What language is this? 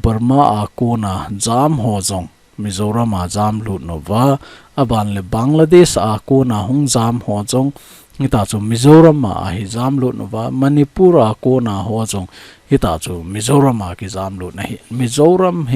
Thado Chin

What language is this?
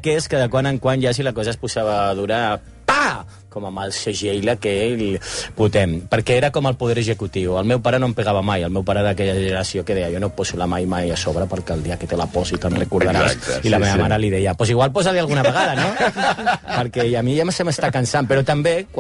Catalan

